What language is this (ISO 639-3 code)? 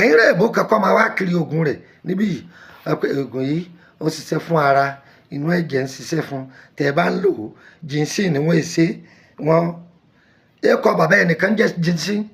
yor